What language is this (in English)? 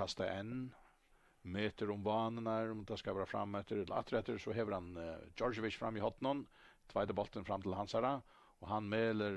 Faroese